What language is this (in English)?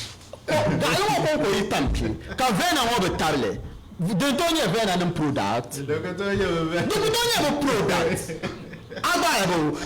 Dagbani